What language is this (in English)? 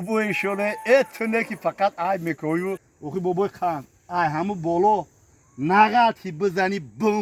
Tajik